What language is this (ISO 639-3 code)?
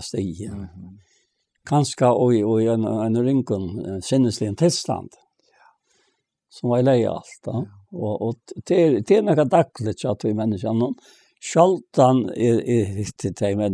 fao